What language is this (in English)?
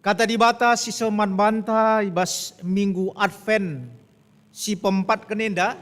Batak Karo